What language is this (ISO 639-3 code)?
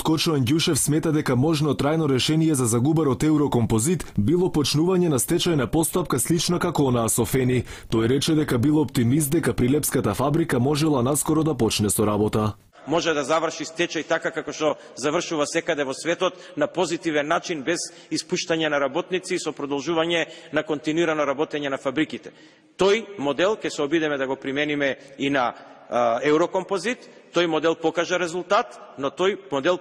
mkd